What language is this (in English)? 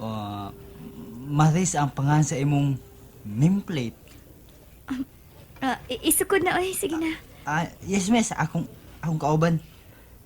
Cebuano